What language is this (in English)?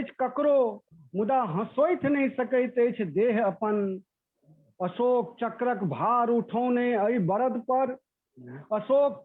Maithili